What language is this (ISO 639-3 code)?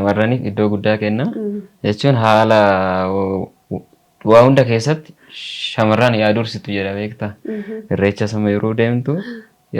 orm